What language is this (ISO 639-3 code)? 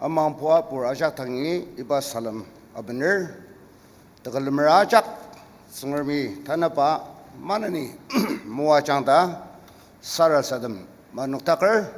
njo